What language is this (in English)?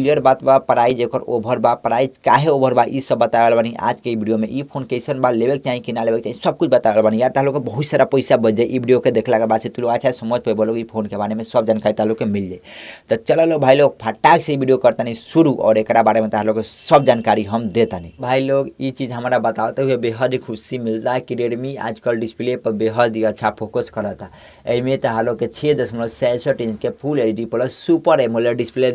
Bhojpuri